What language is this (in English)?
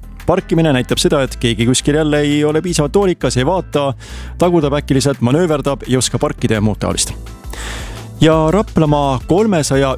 Estonian